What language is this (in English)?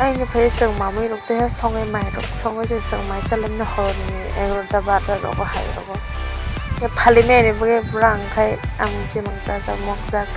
Kok Borok